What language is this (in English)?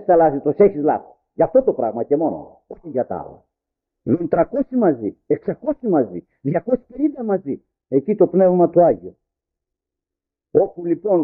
Greek